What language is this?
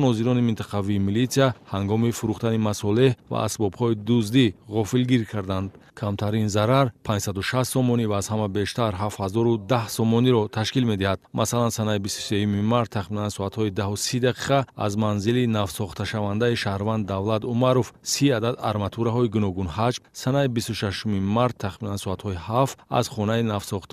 Tajik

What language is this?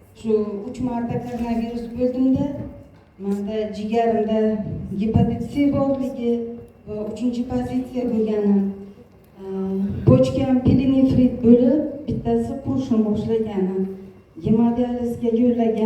Uzbek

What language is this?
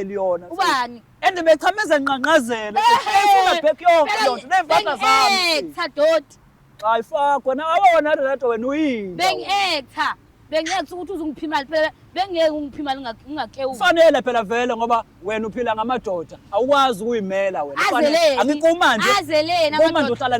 Zulu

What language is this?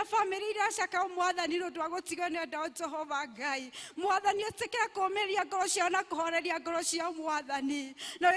Kikuyu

